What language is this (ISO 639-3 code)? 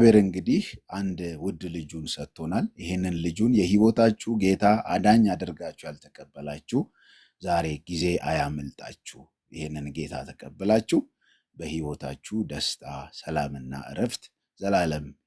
amh